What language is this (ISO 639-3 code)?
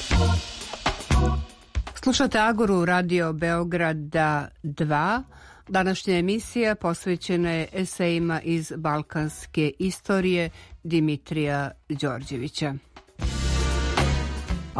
srp